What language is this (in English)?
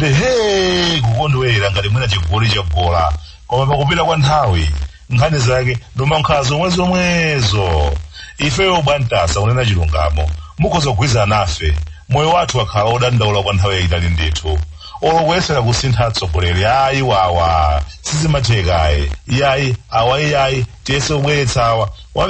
Nyanja